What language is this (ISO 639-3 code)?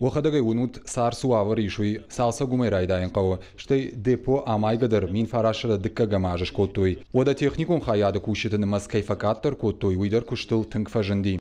oss